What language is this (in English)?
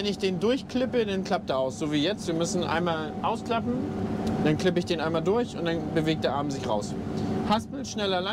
German